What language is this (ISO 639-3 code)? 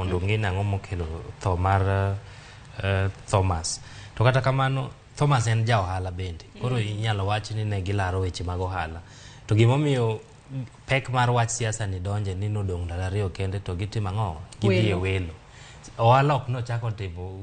luo